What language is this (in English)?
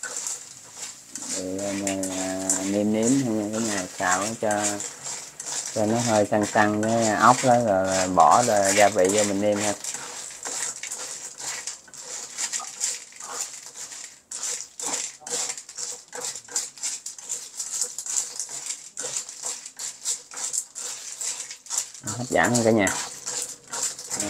Vietnamese